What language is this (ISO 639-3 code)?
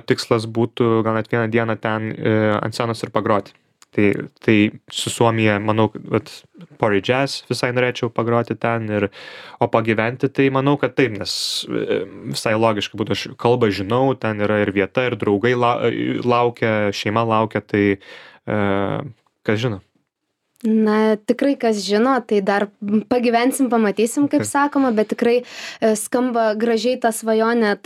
lit